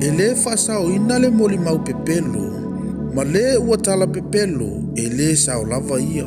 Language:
Samoan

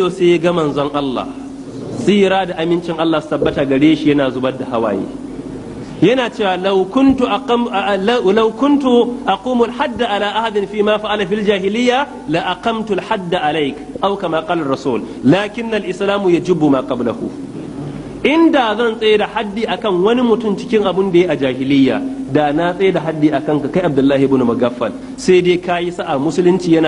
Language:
Hausa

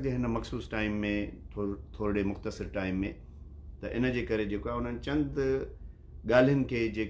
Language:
Sindhi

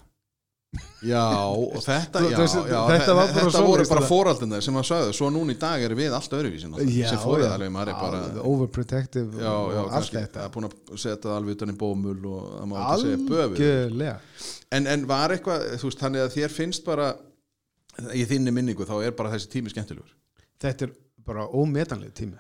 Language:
Icelandic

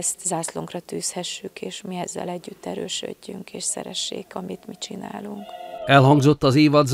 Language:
Hungarian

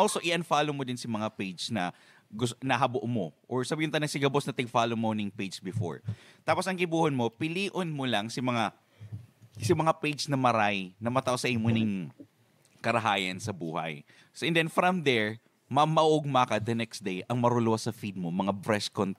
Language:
Bikol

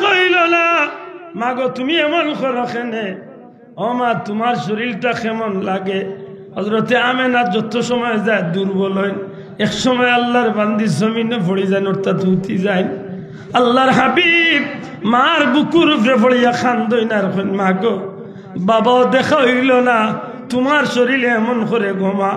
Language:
Sylheti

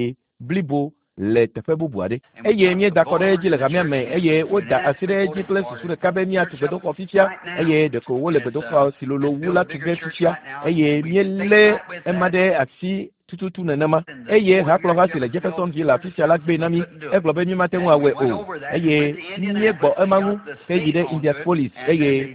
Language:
Ewe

